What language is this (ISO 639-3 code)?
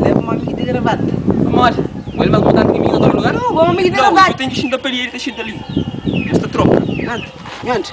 kea